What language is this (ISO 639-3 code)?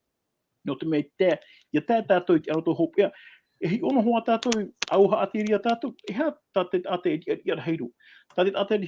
tah